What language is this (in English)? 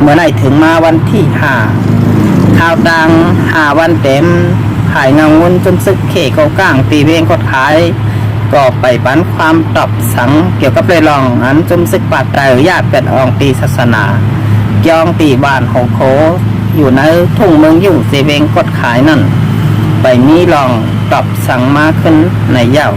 Shan